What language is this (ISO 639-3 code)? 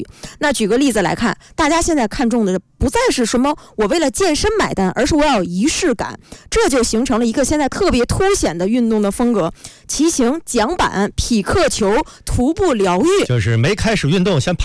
zho